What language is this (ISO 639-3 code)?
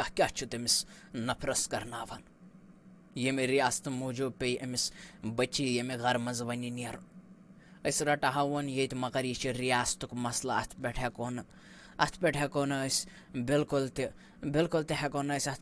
kas